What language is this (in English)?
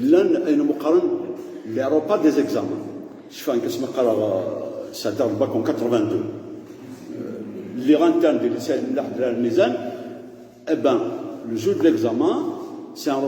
Kabyle